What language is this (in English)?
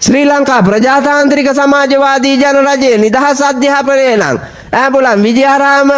Sinhala